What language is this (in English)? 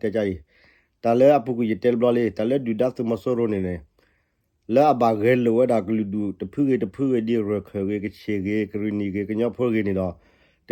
S'gaw Karen